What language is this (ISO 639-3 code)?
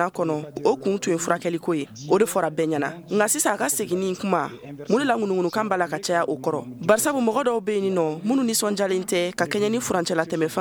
bam